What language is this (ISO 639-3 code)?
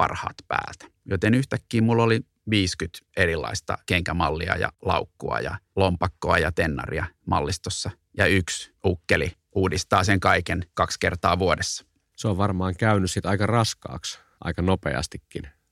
fin